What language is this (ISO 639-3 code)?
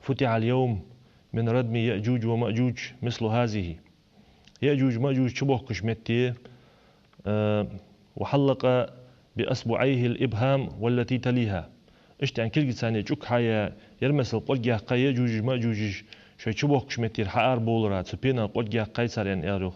inh